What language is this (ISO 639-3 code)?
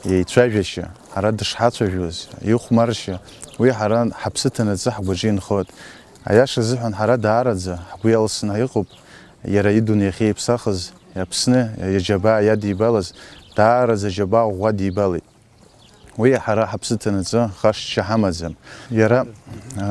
abk